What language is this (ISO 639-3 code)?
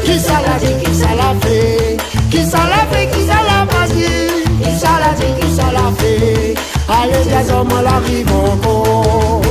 rcf